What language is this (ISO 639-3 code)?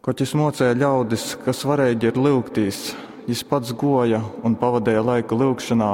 ltg